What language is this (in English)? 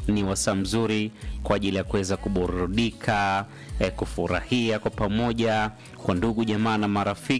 Swahili